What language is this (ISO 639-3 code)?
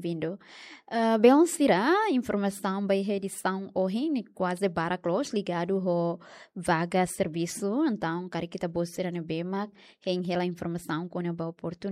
tet